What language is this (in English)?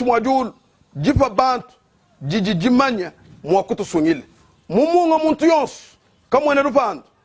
Luba-Lulua